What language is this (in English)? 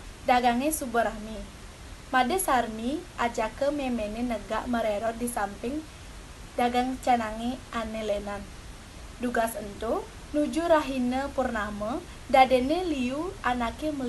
Balinese